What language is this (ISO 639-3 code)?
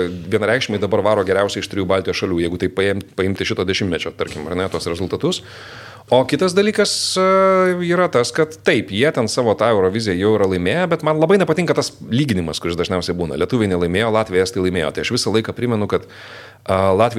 lit